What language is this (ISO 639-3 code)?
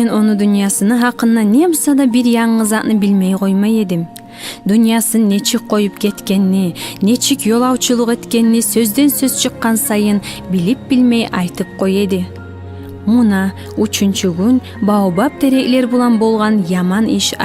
kum